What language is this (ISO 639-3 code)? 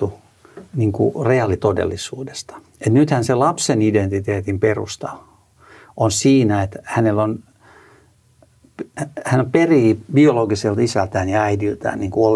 fin